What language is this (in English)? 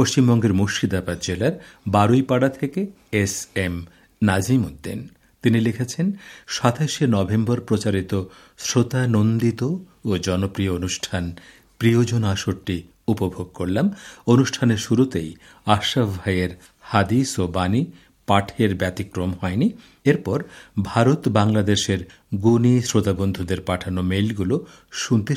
Bangla